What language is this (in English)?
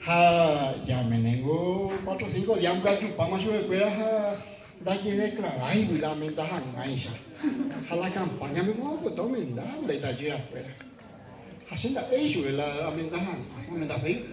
Guarani